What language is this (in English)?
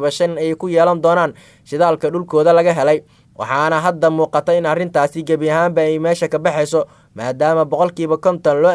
Somali